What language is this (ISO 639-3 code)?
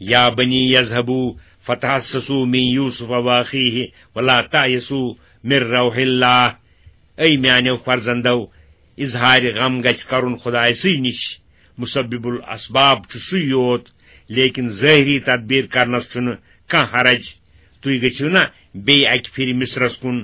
kas